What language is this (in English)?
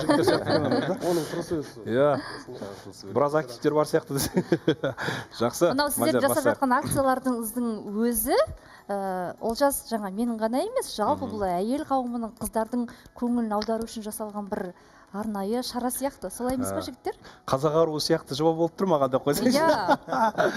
Kazakh